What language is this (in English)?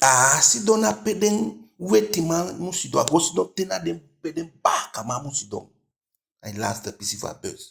Eastern Maroon Creole